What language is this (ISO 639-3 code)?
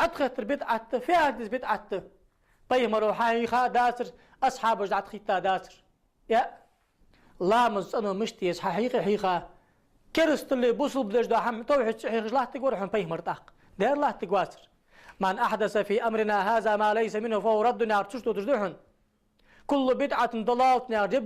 inh